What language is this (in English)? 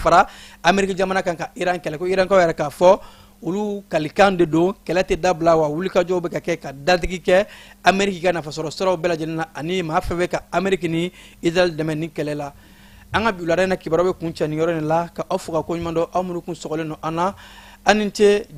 Bambara